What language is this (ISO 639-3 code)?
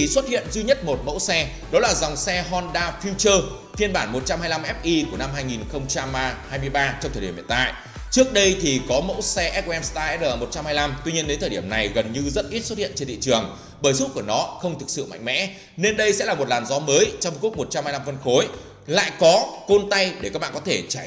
vie